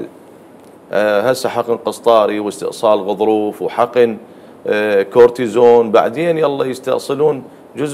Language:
Mesopotamian Arabic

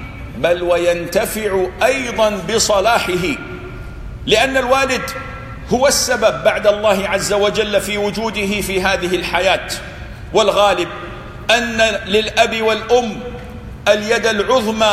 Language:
Arabic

